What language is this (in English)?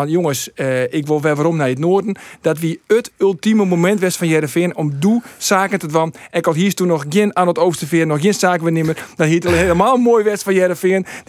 Western Frisian